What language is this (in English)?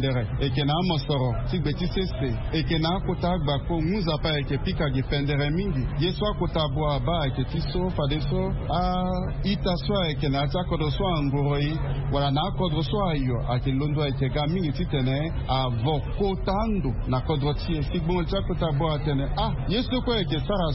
Sango